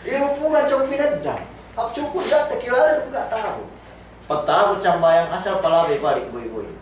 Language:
Yakan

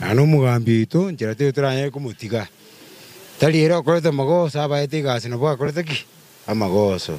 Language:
Gusii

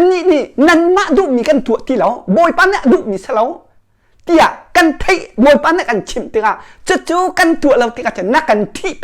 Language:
Hakha Chin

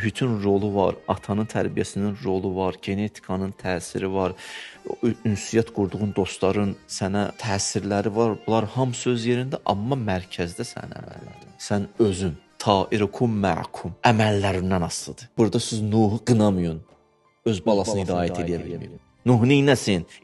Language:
Azerbaijani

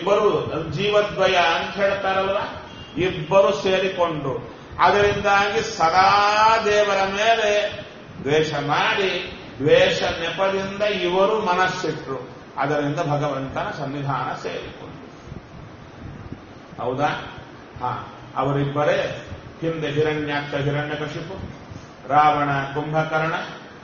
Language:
Kannada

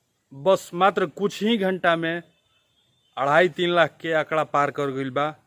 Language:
Bhojpuri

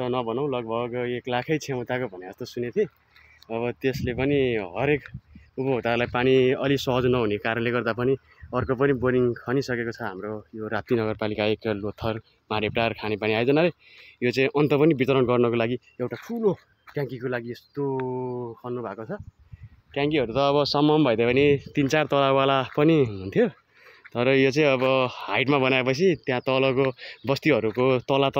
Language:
Nepali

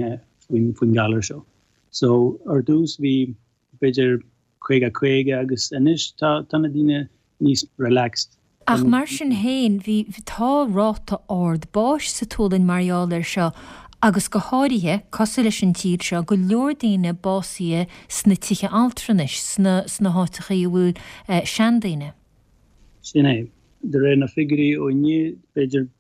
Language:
Irish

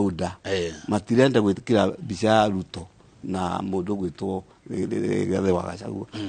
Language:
Kikuyu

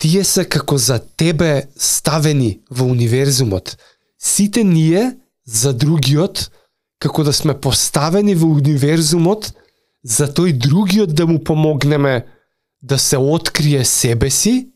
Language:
Macedonian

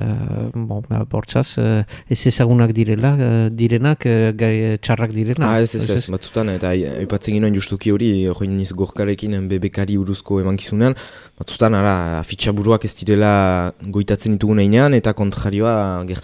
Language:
Basque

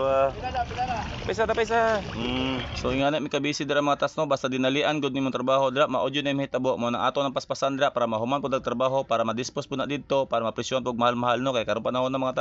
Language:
Cebuano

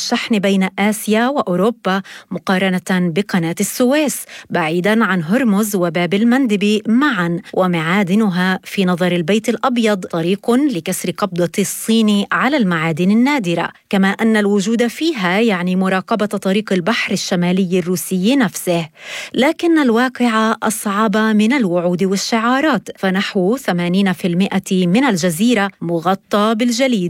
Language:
Arabic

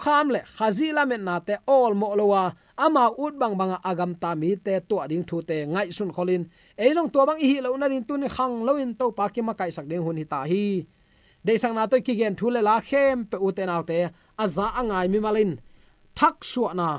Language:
Tedim Chin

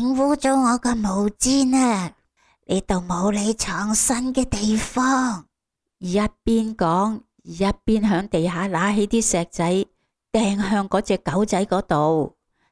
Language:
Cantonese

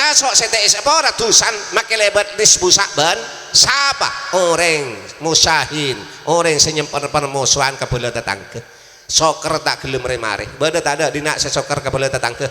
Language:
Madurese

